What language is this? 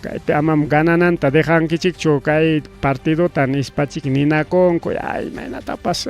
Ayacucho Quechua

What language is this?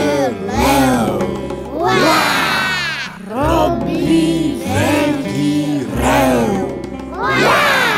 Slovak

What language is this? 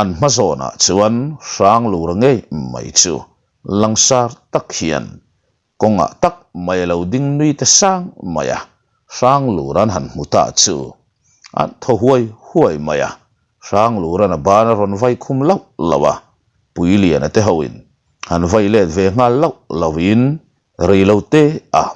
Mizo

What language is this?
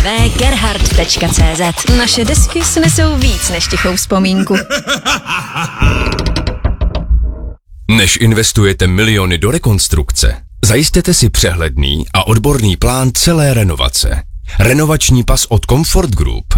Czech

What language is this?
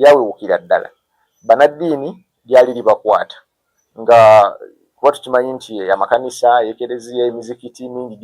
Ganda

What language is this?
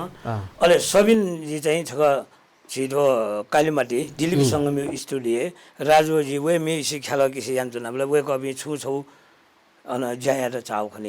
Newari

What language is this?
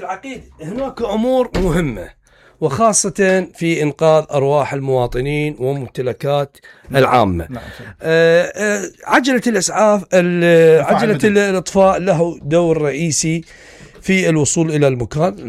Mesopotamian Arabic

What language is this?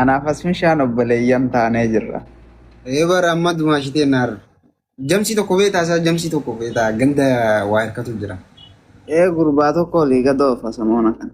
Oromo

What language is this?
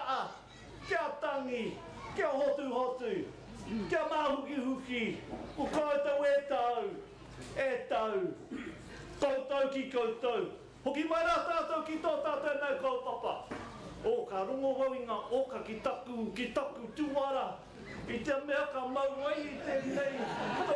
Māori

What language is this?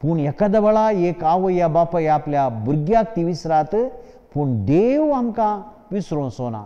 Konkani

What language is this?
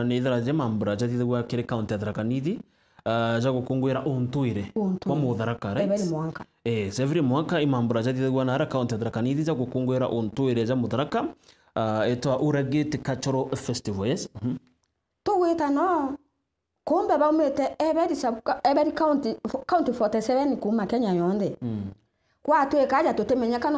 Meru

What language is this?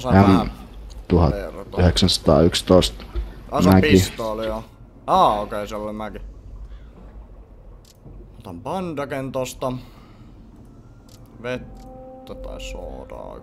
Finnish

